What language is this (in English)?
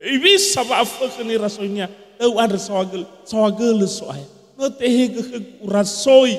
Nias